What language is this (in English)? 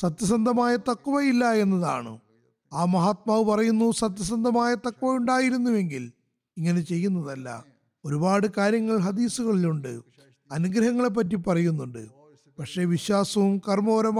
Malayalam